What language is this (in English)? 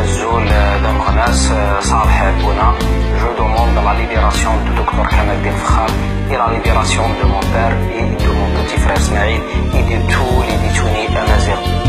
Kabyle